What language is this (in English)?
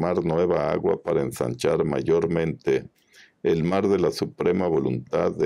Spanish